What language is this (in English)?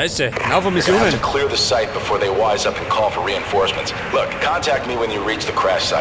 Bavarian